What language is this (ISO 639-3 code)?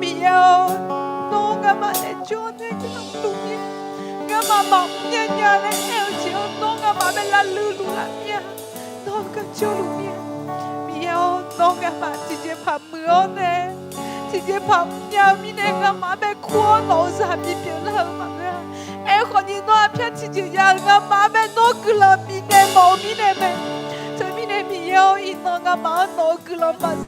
ahk